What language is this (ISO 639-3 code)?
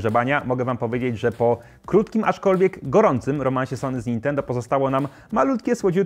pol